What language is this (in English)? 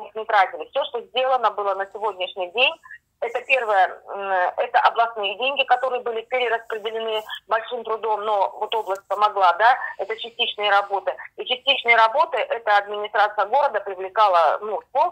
Russian